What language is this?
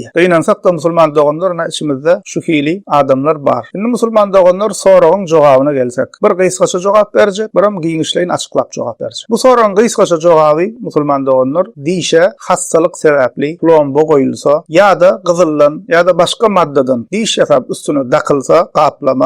Turkmen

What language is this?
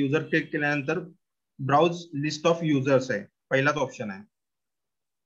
Marathi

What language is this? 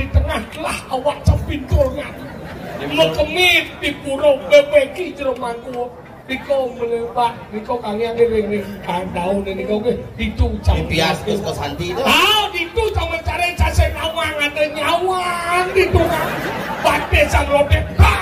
Balinese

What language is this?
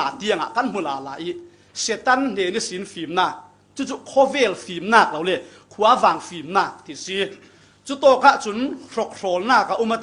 Falam Chin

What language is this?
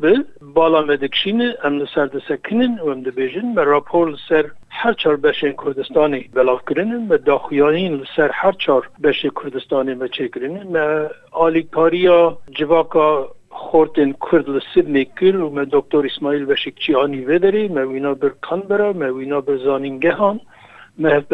Kurdish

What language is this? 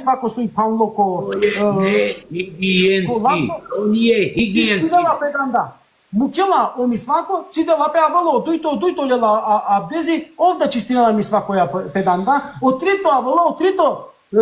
Balkan Romani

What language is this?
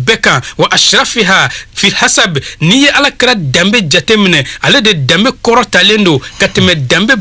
Bambara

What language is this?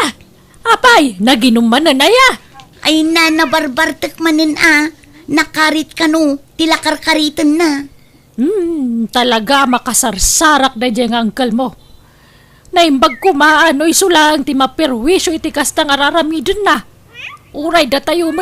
Iloko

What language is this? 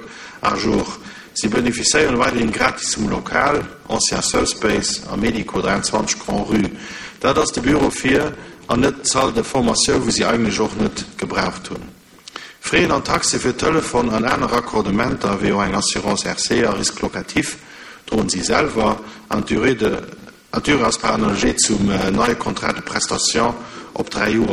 Luxembourgish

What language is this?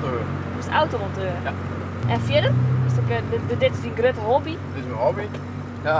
Western Frisian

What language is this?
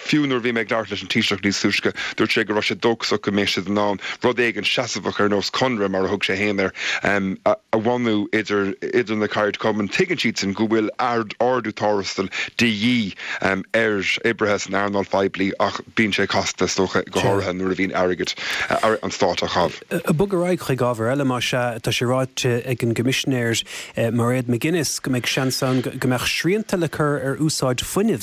Irish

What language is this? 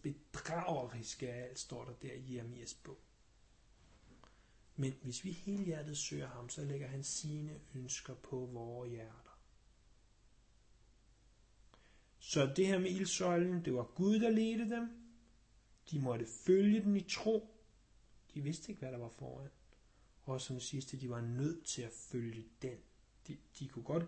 Danish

